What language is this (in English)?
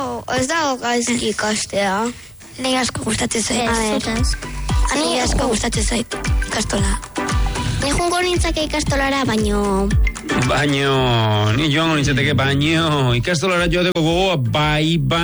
Basque